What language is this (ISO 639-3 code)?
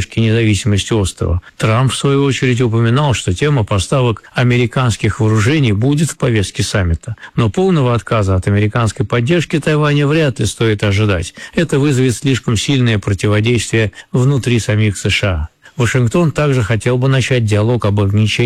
rus